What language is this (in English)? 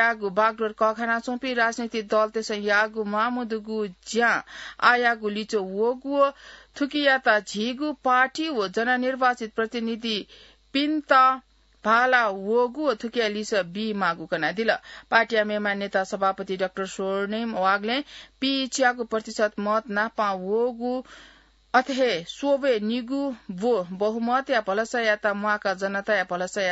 Newari